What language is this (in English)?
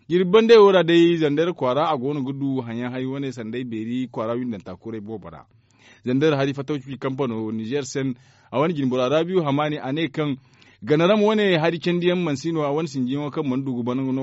Zarma